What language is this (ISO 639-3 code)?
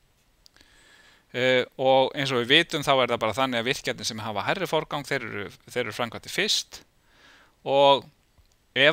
isl